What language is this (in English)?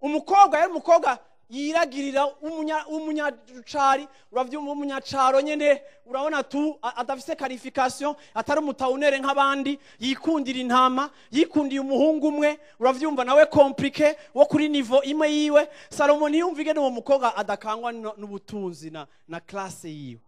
Rundi